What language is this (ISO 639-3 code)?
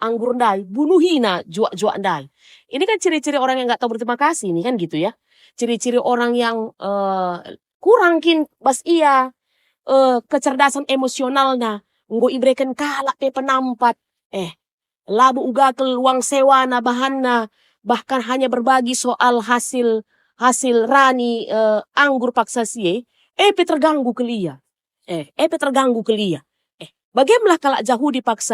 btx